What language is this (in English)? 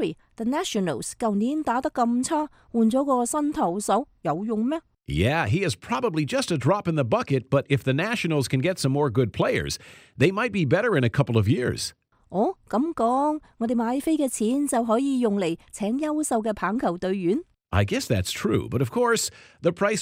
Cantonese